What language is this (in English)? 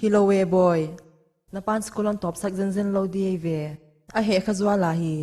Paite Chin